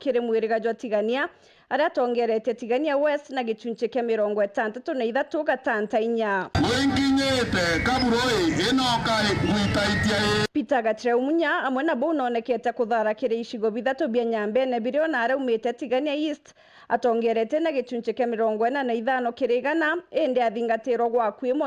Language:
Meru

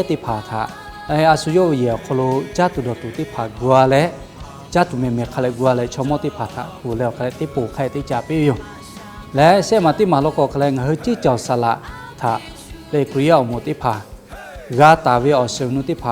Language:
Lahu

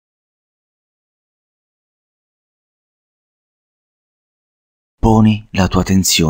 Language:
Italian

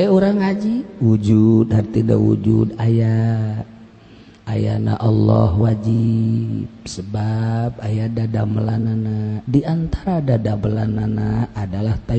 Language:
Sundanese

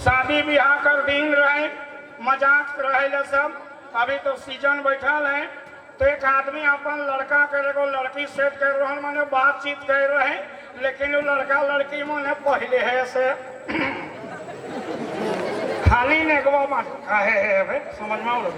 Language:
Sadri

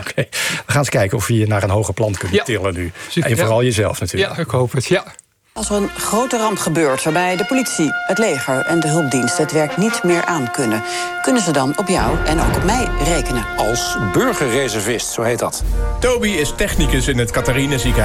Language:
Dutch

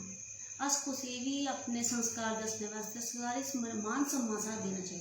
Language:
Dogri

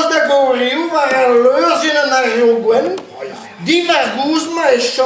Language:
Breton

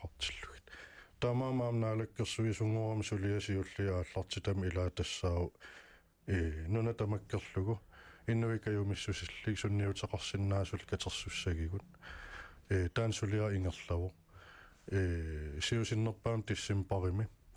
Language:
Kalaallisut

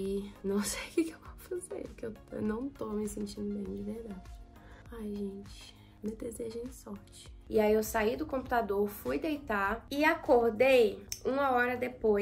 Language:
Portuguese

